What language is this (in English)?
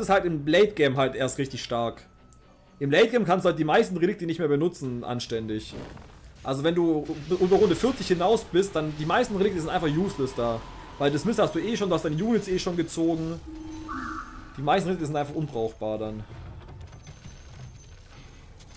German